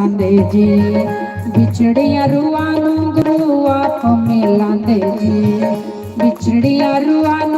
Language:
Dogri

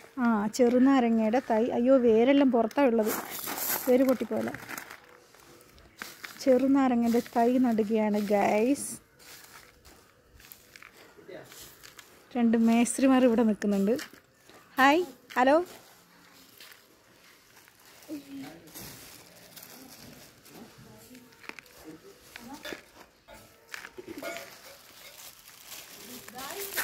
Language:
Malayalam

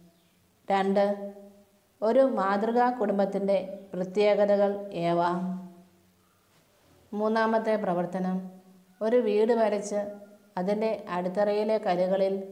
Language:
Malayalam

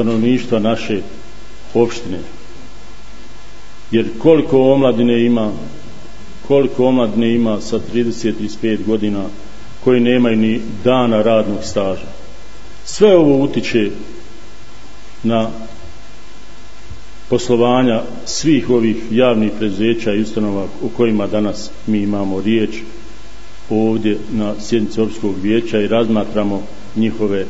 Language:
Bosnian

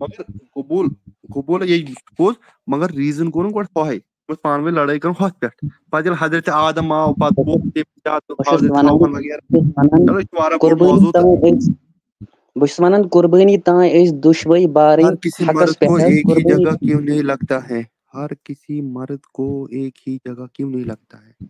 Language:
Kashmiri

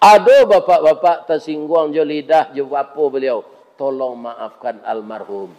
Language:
Minangkabau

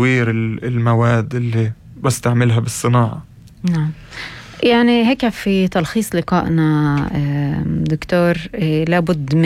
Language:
North Levantine Arabic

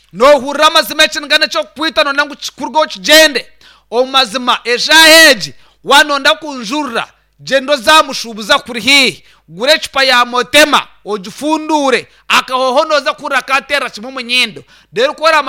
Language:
Nyankole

